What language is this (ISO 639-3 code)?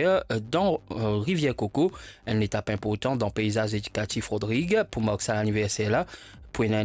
mfe